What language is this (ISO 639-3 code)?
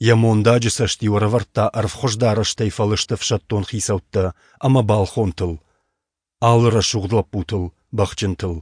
oss